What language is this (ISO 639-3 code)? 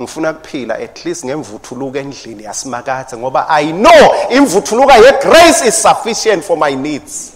ssw